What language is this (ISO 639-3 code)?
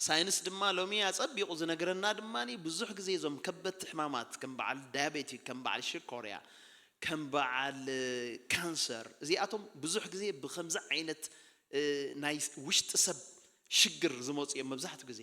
tir